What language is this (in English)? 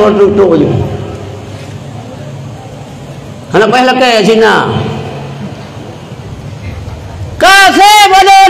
Malay